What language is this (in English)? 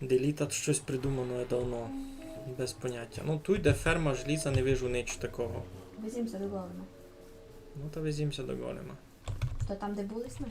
Rusyn